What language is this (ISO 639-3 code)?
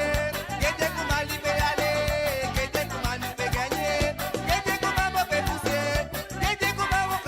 mfe